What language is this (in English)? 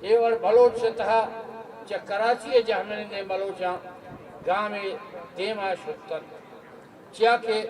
Eastern Balochi